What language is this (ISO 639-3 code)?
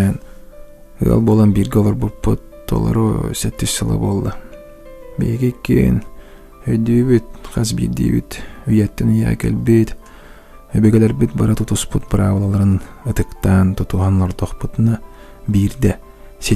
sah